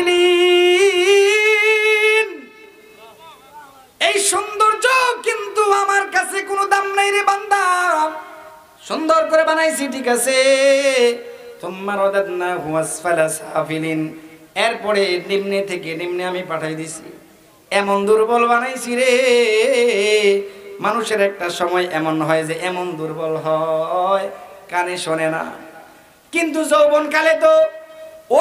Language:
Bangla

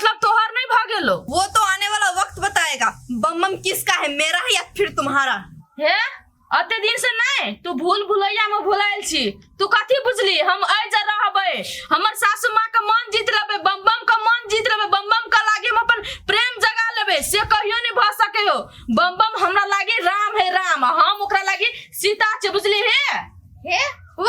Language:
Maithili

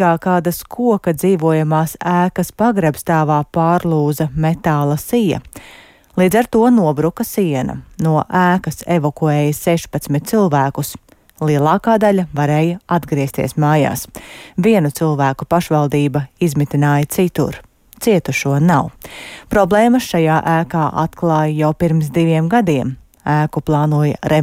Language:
Latvian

